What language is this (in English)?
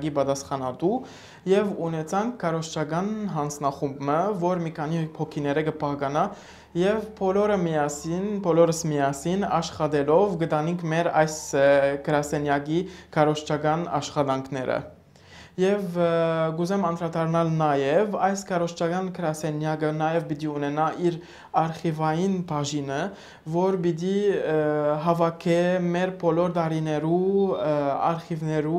Western Armenian